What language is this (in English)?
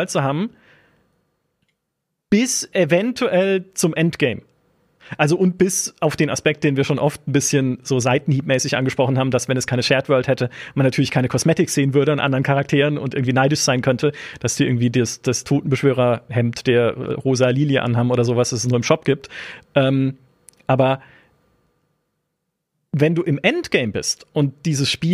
German